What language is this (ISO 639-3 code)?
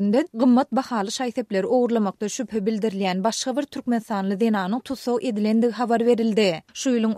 tuk